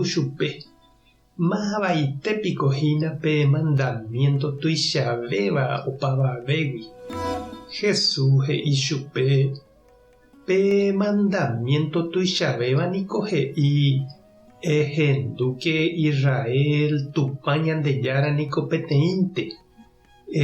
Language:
Guarani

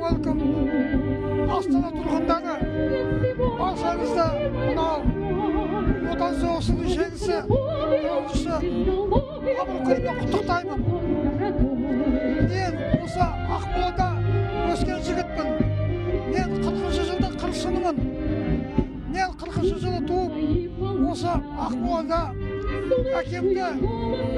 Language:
Kazakh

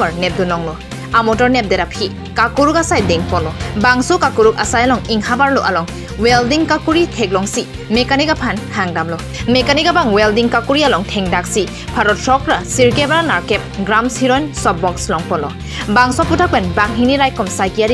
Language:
Karbi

